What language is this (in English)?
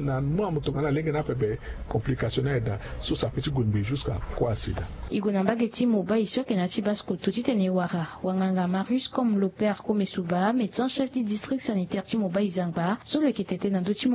Sango